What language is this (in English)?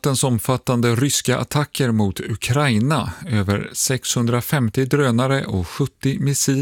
Swedish